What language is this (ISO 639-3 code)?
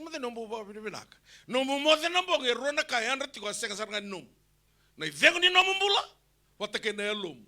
fij